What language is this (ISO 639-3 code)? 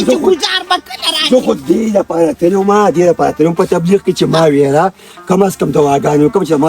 pus